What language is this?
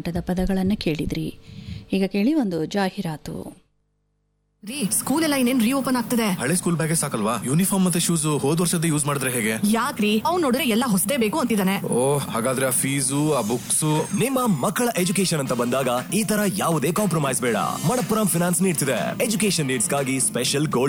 Kannada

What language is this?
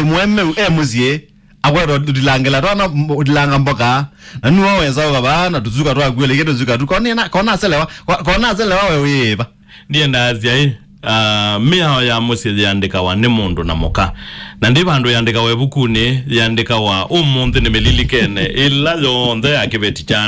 Kamba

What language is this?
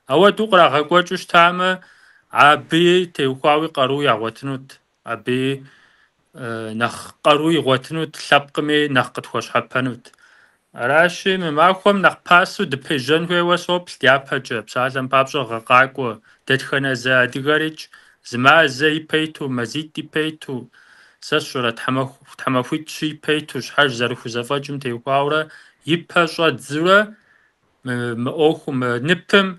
Kabardian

